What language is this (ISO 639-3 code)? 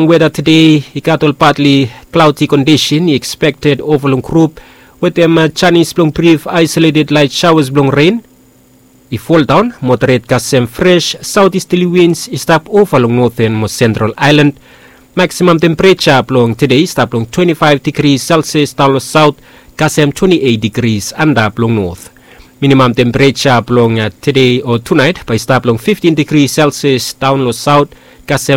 bis